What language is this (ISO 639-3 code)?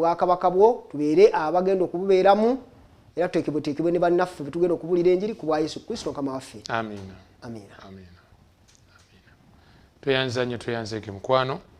lug